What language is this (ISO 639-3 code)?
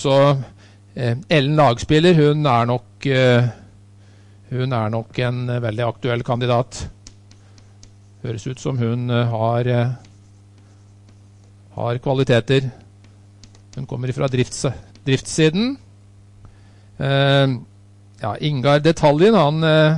nor